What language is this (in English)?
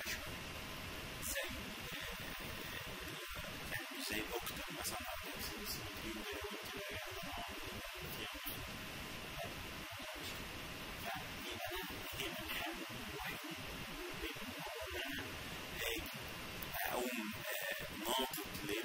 Egyptian Arabic